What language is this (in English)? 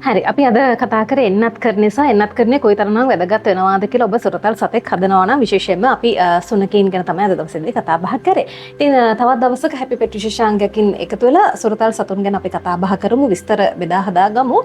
Sinhala